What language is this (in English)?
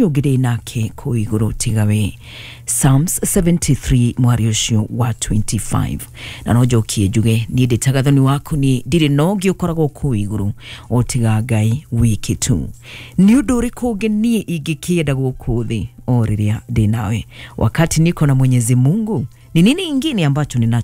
Kikuyu